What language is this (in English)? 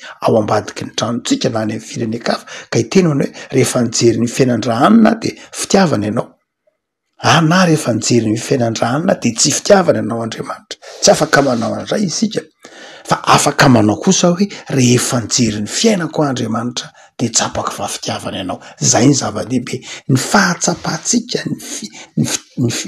Malagasy